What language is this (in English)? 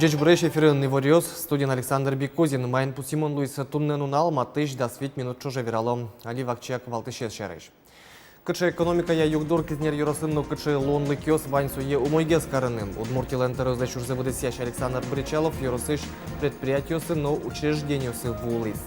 Udmurt